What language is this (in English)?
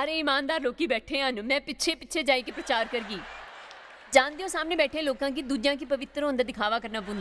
Dogri